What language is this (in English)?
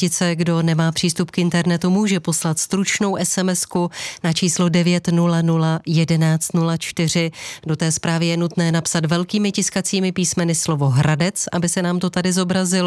Czech